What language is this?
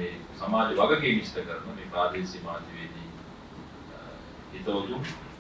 Sinhala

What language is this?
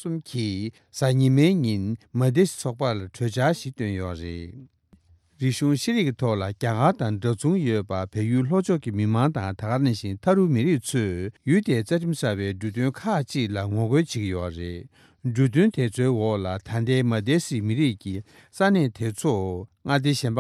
Tibetan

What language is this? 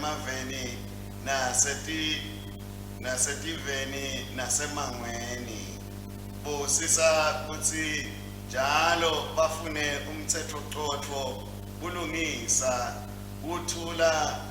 Swati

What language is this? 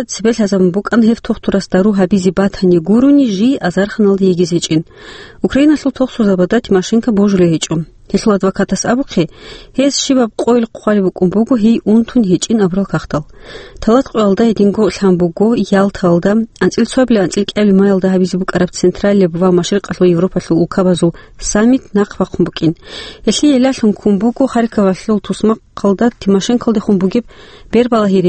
Avaric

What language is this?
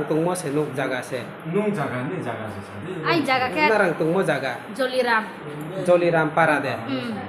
Riang (India)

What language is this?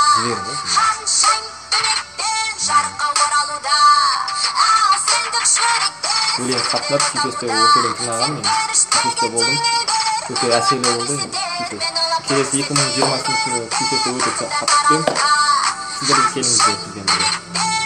Kazakh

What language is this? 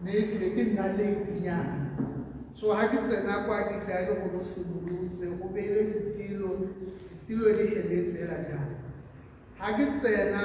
Tswana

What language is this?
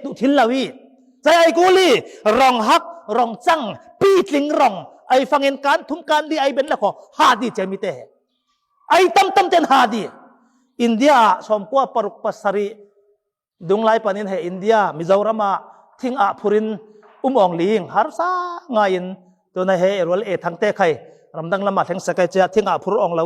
Falam Chin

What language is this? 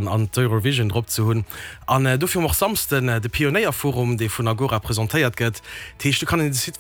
Luxembourgish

